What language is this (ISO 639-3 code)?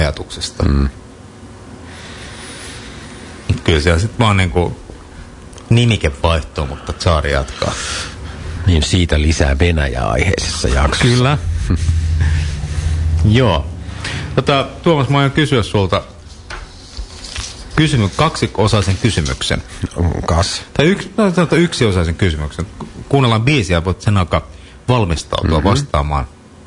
fin